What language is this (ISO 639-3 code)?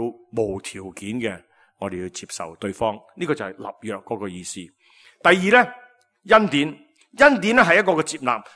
yue